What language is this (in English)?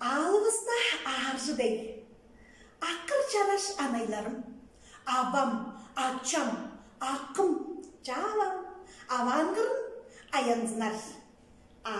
Tuvinian